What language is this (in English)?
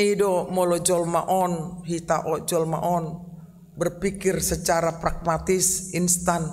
Batak Toba